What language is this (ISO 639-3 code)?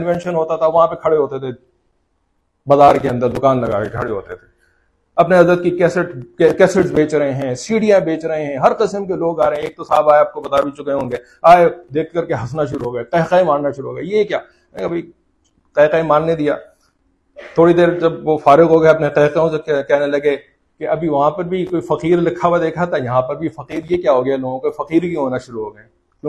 urd